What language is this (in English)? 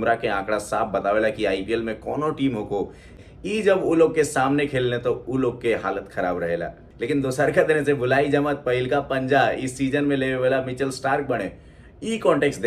Bhojpuri